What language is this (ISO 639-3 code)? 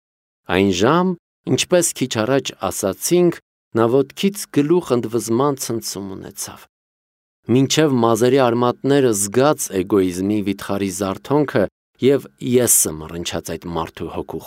hye